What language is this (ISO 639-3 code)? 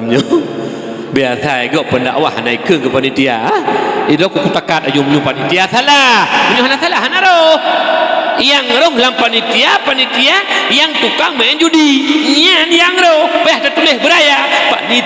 ace